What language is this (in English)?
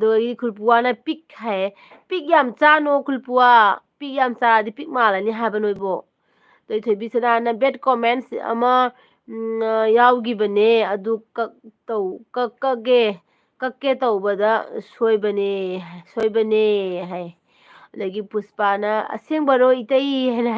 Manipuri